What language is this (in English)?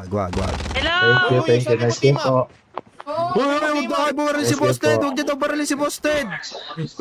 Filipino